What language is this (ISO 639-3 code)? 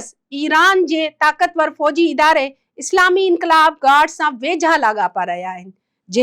snd